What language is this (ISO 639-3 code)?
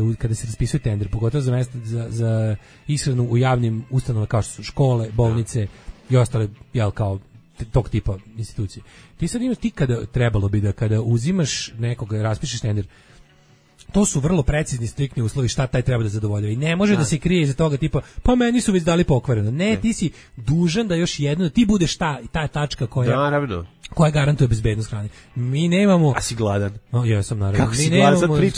srp